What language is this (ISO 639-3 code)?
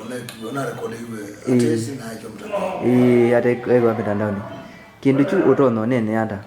kam